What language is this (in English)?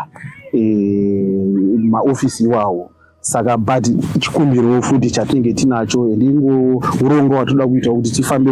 Shona